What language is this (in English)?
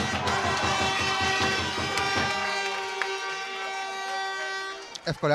Greek